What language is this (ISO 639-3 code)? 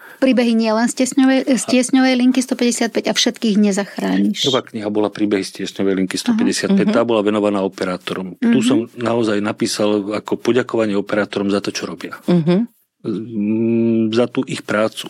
slk